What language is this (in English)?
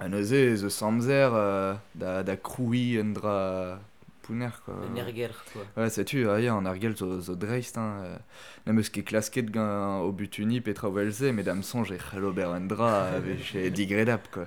Breton